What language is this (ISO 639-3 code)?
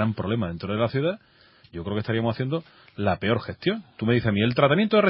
spa